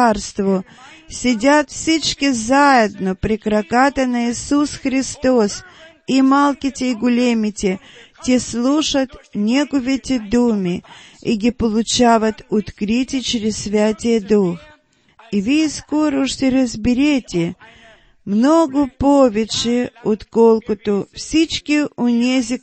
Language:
Bulgarian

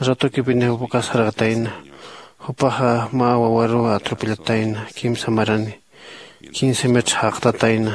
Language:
Aymara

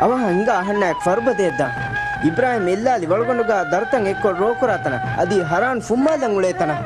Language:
Divehi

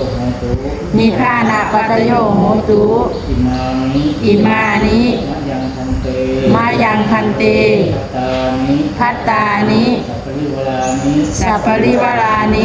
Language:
Pali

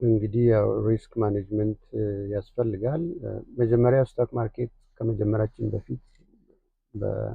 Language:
Amharic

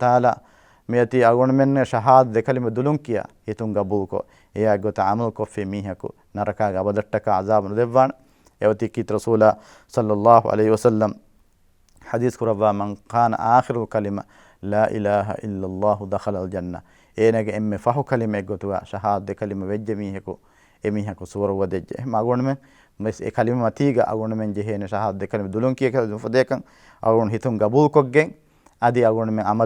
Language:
Divehi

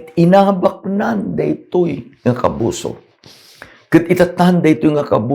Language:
Iloko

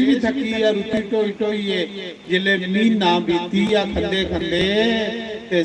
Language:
Dogri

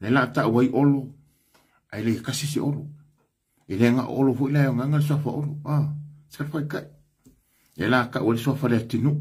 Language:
Samoan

